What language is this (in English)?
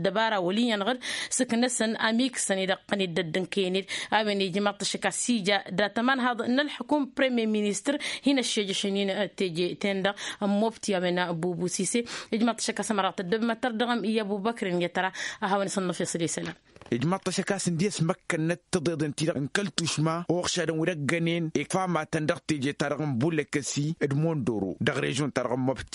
Tamasheq